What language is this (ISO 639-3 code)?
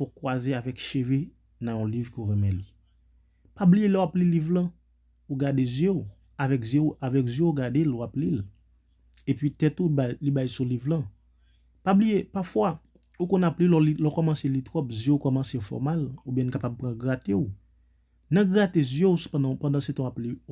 hat